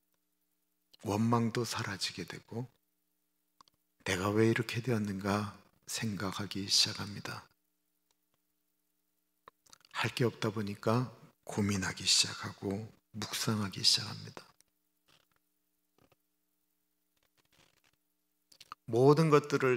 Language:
Korean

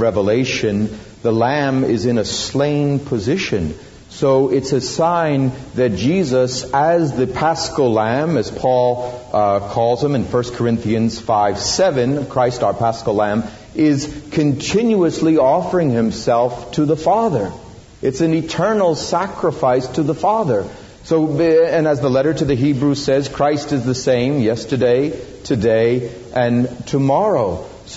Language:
English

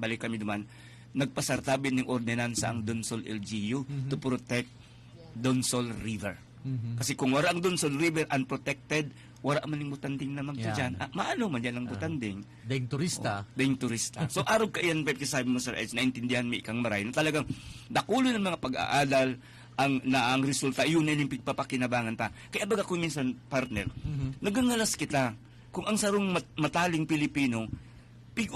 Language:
Bikol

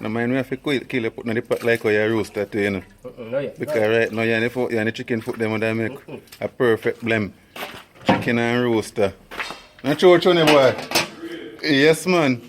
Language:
Jamaican Creole English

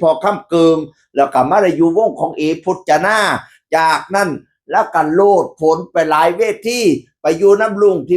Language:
Northeastern Thai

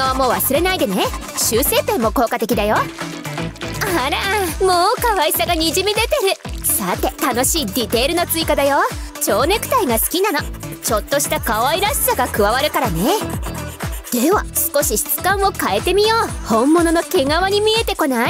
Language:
Japanese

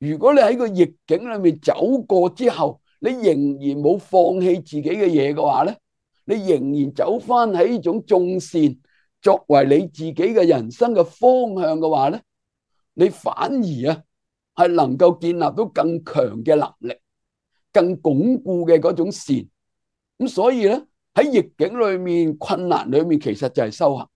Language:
Cantonese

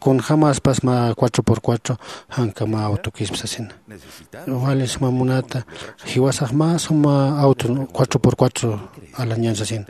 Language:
Aymara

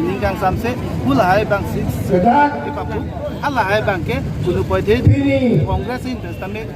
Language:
Karbi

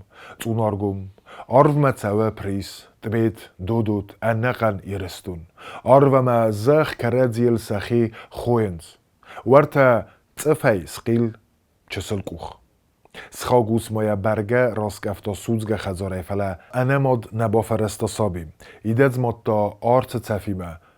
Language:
Ossetic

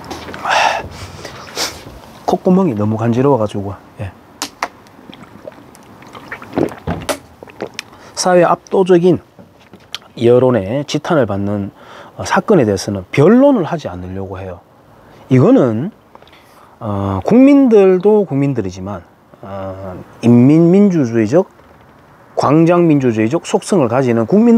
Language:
Korean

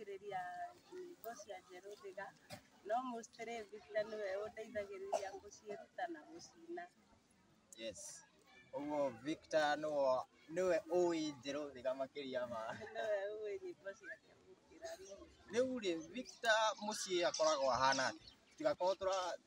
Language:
Kikuyu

